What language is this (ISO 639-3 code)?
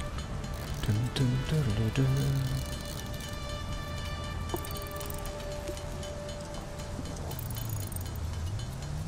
deu